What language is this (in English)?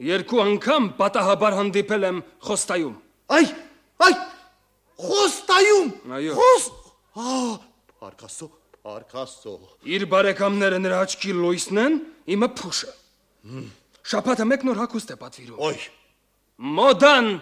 Armenian